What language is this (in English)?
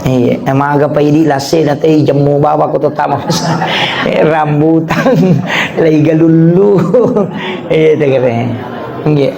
Buginese